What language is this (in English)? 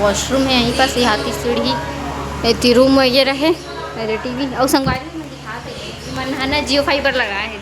Chhattisgarhi